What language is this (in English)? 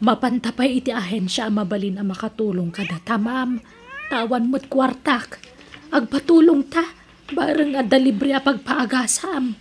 Iloko